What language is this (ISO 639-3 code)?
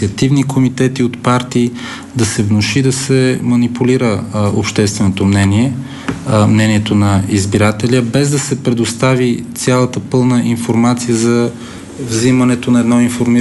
bul